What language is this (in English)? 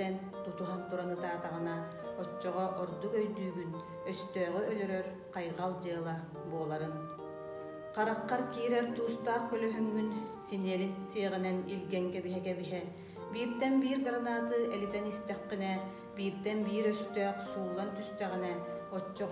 Yakut